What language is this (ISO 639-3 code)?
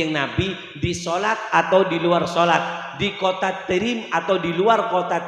mad